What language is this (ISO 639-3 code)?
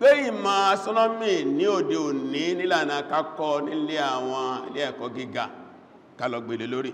yor